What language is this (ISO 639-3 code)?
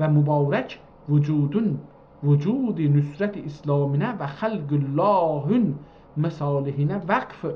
azb